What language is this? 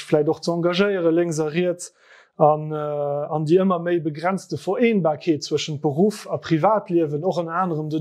Luxembourgish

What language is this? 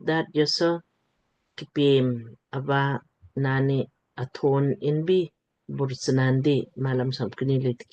Lamkang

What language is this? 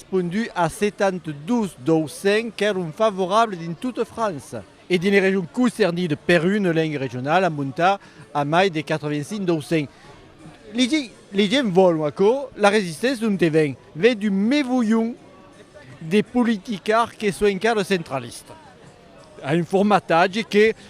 Occitan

